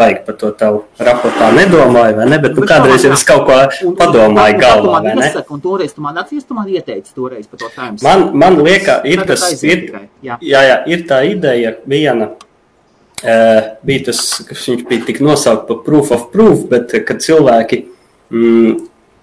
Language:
Latvian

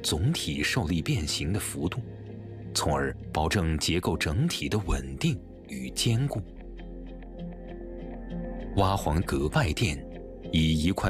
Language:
Chinese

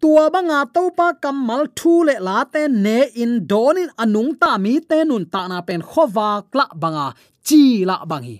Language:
Tedim Chin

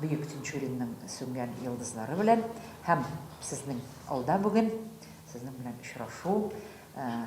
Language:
Tatar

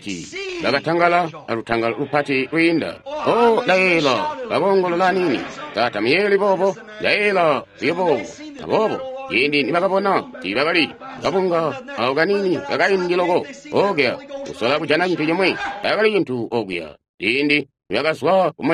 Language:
Tonga (Zambia)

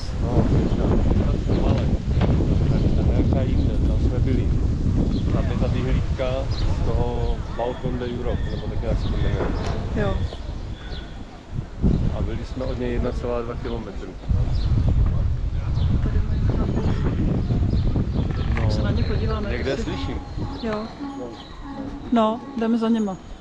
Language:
Czech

